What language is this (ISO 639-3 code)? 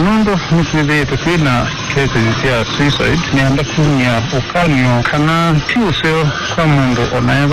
kam